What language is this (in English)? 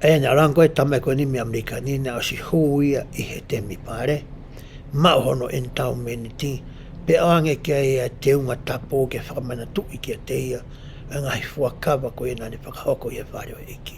Tongan